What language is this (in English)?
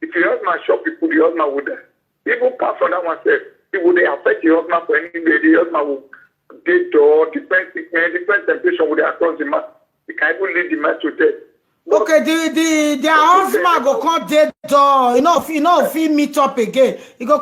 Nigerian Pidgin